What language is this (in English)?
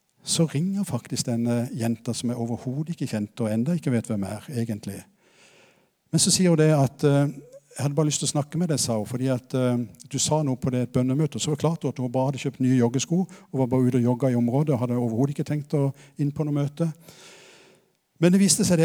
Norwegian